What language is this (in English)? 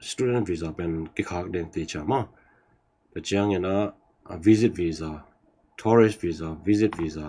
Tedim Chin